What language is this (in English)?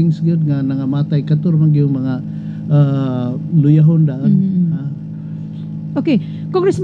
Cebuano